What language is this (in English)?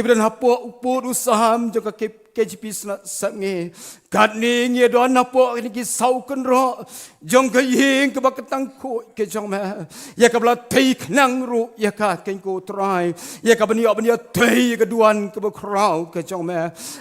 Khasi